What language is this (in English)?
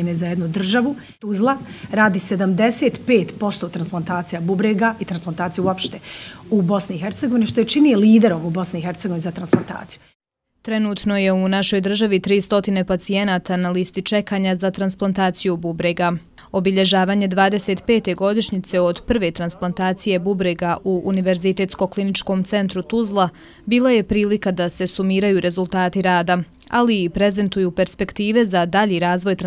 Bosnian